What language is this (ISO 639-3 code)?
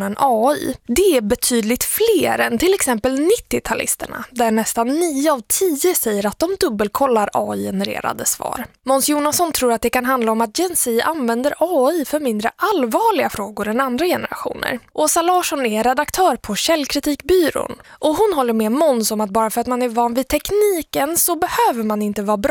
swe